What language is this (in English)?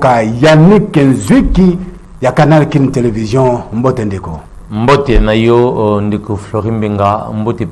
Lingala